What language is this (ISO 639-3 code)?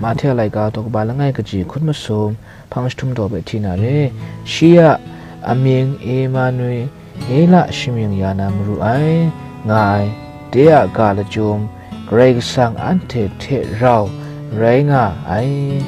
kac